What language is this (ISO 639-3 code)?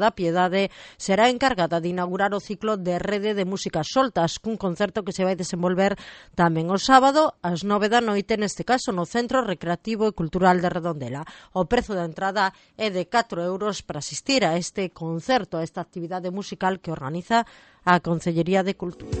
glg